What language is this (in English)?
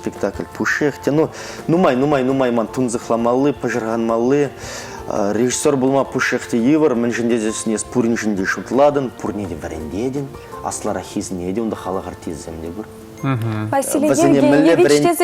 Chuvash